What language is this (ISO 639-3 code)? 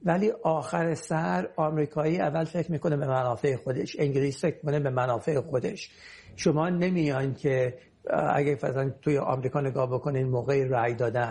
fas